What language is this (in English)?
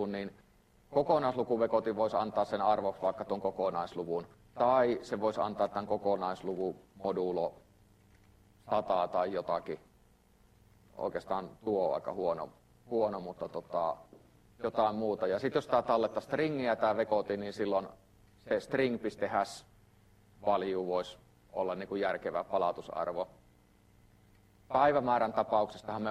Finnish